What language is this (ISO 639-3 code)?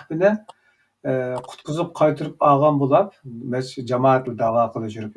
uig